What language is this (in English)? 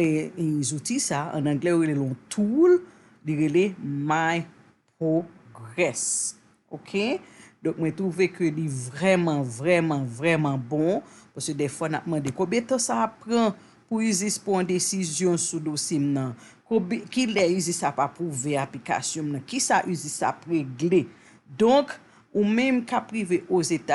Haitian Creole